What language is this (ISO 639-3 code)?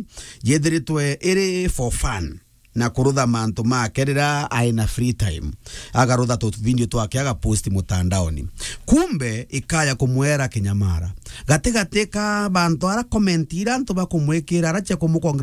mer